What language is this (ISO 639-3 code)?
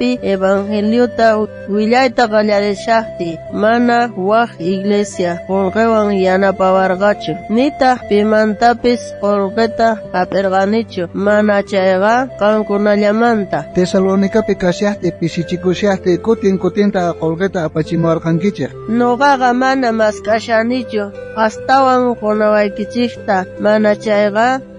quh